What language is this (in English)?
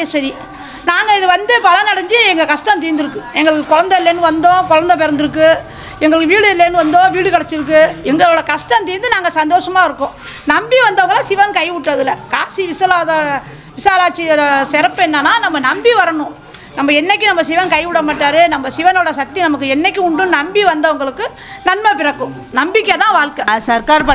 Tamil